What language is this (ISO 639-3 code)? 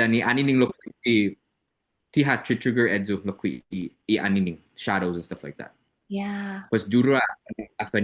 cha